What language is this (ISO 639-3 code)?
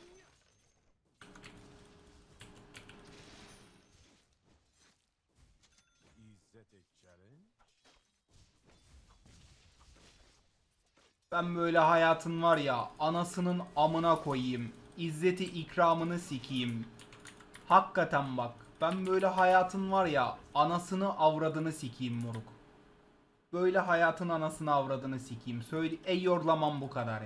tur